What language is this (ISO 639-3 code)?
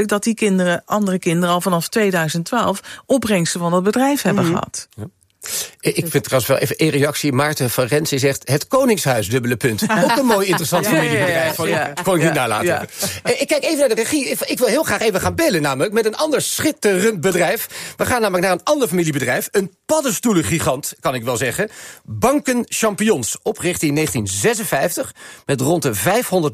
nld